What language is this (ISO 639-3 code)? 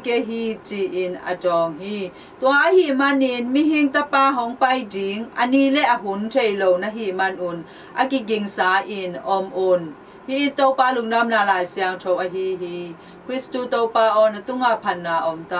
ctd